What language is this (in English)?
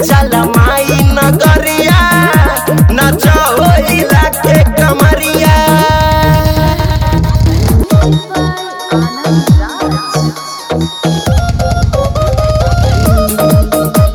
Bhojpuri